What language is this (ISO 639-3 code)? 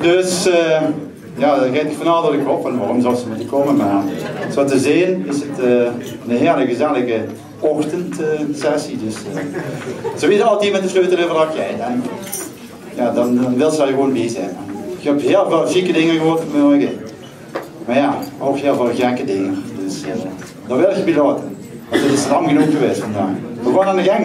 lim